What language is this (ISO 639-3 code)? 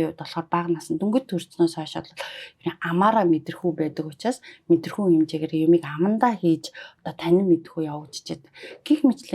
mon